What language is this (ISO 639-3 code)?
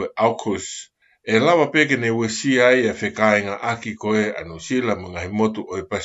ton